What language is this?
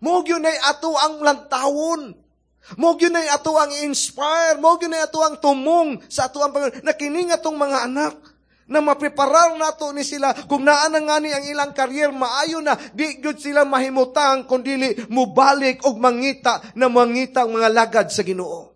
Cebuano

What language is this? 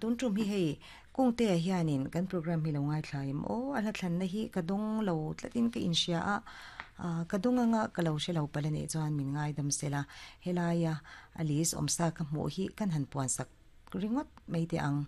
Mizo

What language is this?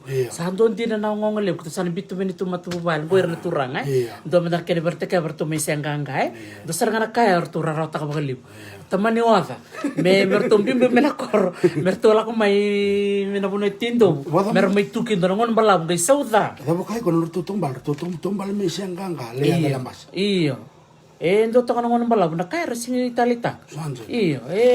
Fijian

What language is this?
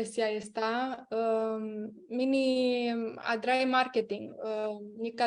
Aromanian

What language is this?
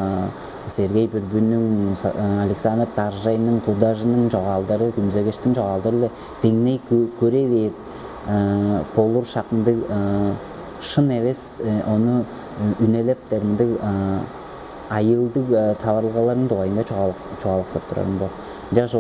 Tuvinian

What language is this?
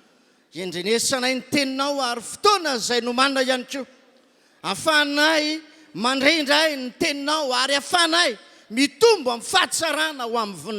Malagasy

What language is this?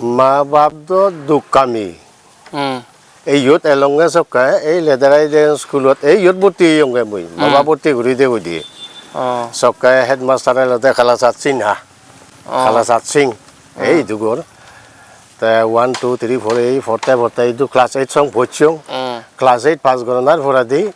Chakma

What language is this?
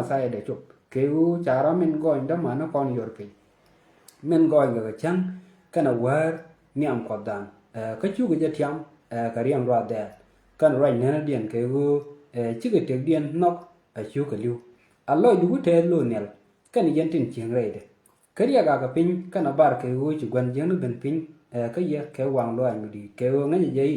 Nuer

